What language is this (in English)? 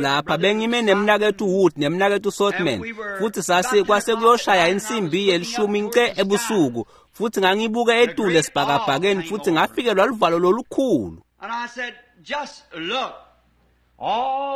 Swati